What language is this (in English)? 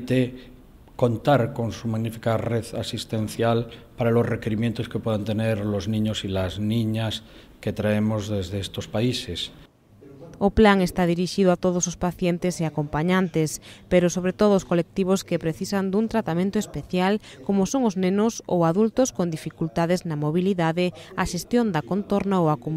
Galician